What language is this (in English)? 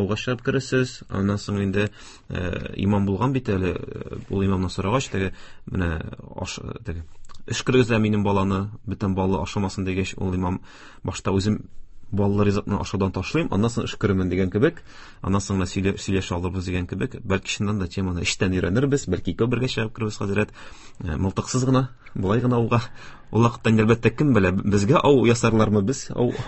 Tatar